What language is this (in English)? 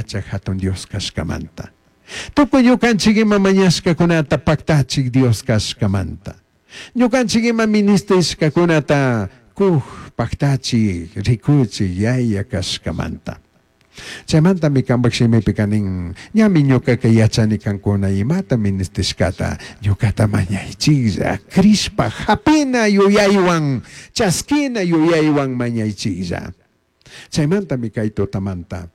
Chimborazo Highland Quichua